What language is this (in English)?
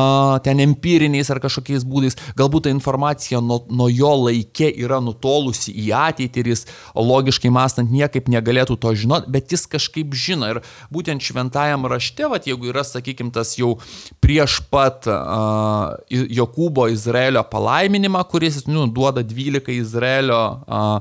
Lithuanian